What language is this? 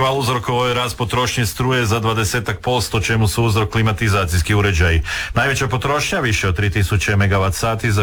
Croatian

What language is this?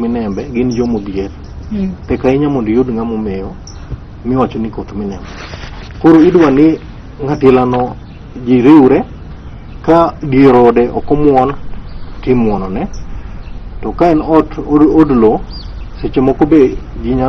Luo (Kenya and Tanzania)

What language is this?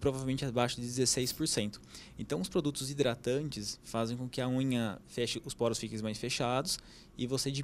Portuguese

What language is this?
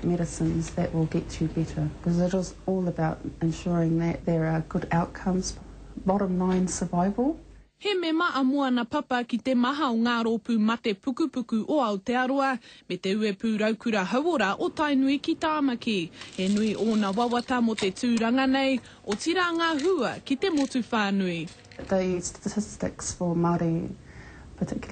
Māori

